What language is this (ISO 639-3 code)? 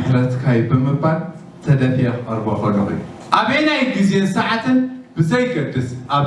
tir